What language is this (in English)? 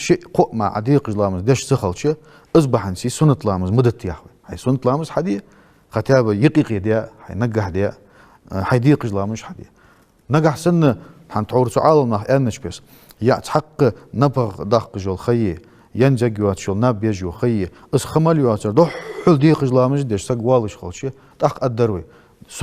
Ingush